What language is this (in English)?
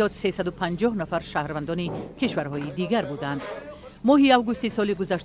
Tajik